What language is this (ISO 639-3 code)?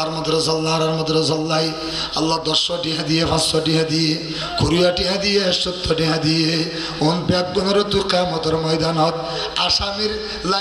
rhg